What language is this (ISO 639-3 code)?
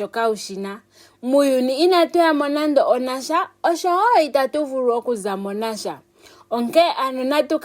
ndo